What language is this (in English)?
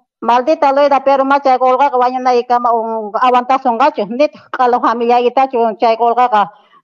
Quechua